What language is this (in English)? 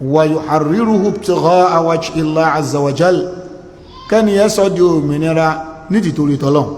Yoruba